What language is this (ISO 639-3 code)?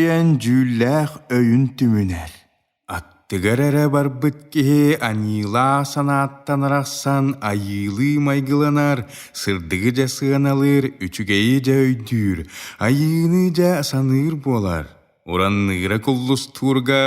sah